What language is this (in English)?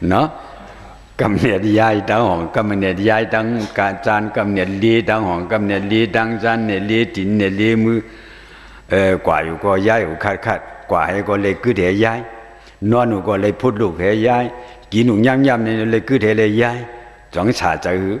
Shan